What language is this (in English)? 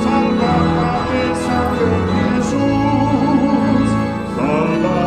Papiamento